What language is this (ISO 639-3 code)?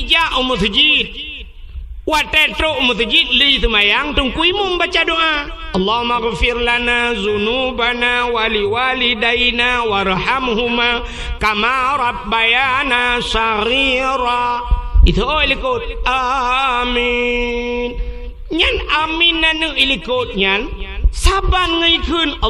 ace